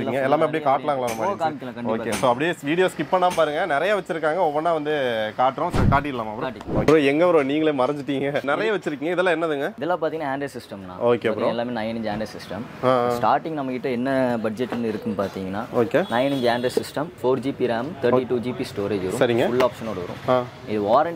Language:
Tamil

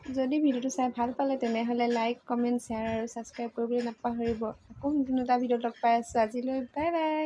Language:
Assamese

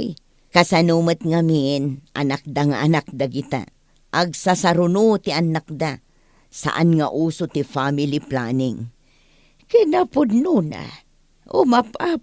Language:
Iloko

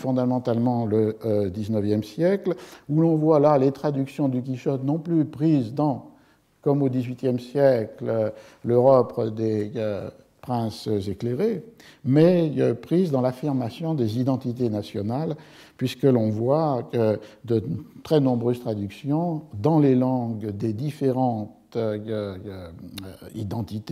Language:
French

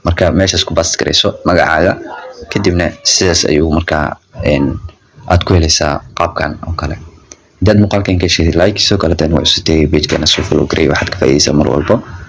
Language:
Somali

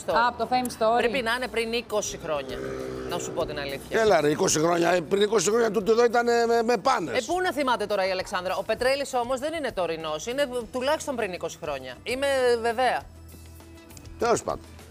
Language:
Greek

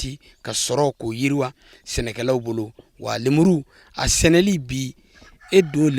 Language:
Bambara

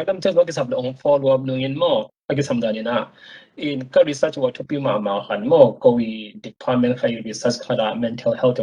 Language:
Tedim Chin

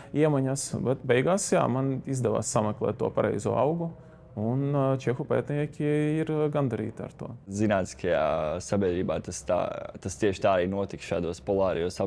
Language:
Latvian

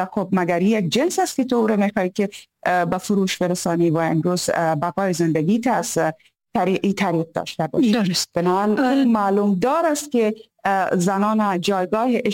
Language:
Persian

